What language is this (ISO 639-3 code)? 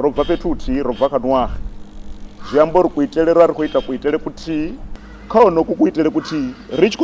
ven